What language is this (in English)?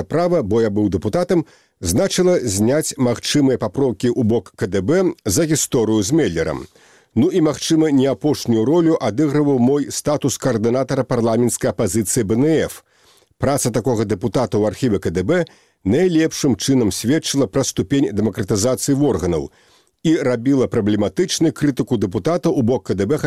Belarusian